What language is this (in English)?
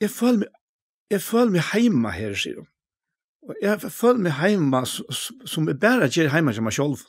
Faroese